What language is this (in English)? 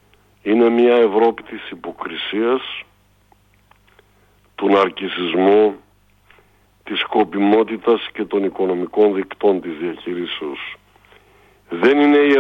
Greek